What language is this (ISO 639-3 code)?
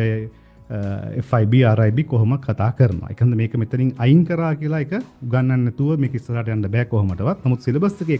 sin